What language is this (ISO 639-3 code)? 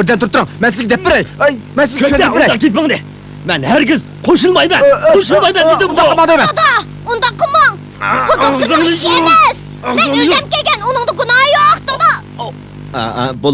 uig